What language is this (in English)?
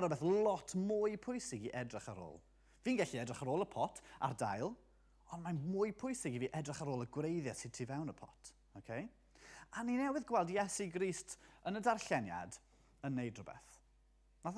Welsh